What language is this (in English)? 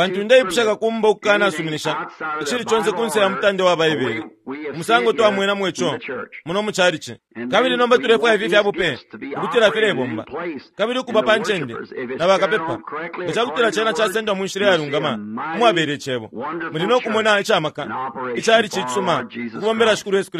Bemba